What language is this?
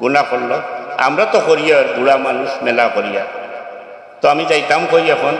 Sylheti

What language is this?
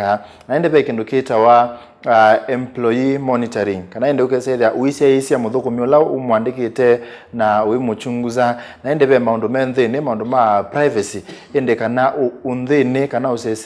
Kamba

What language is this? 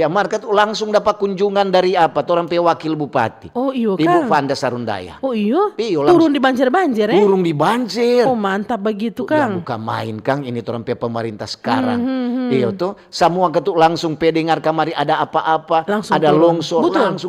Manado Malay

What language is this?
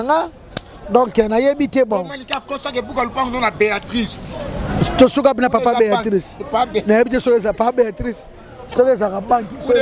Lingala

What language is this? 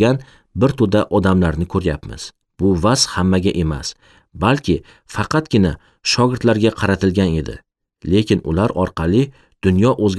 Uzbek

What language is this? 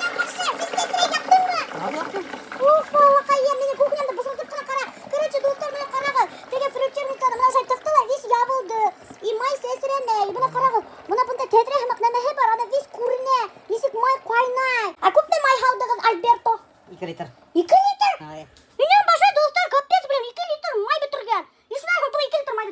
Bashkir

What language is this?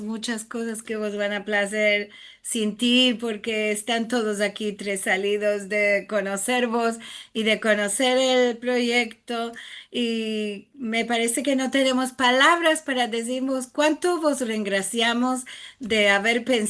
Ladino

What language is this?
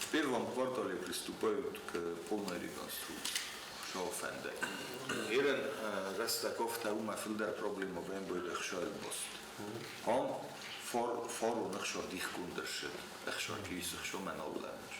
Ossetic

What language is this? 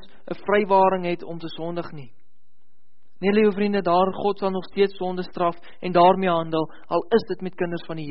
Afrikaans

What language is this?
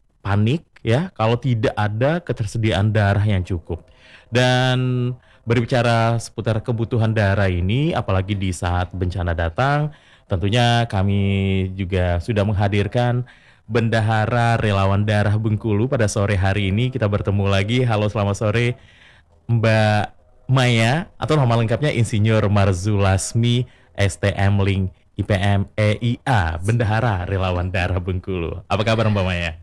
Indonesian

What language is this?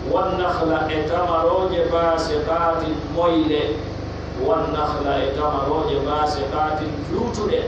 Pular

